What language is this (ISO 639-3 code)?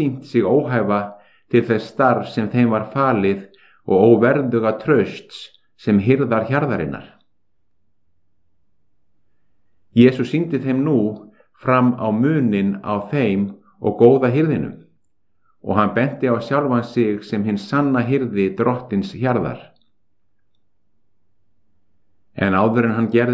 isl